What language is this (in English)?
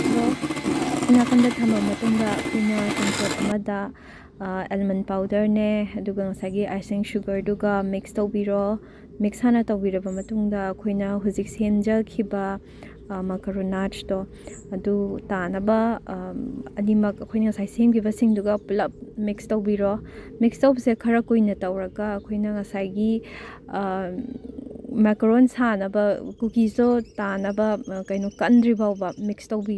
Manipuri